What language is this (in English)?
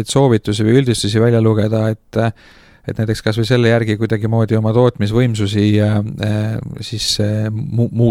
Estonian